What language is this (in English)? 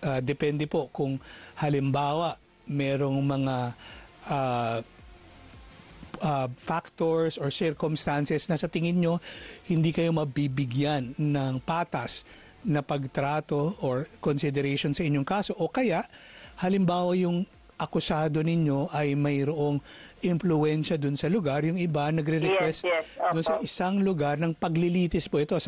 Filipino